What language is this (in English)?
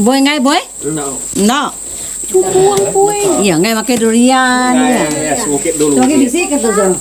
Iban